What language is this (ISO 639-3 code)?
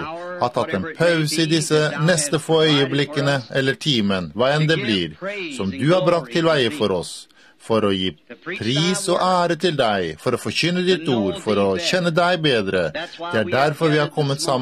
nor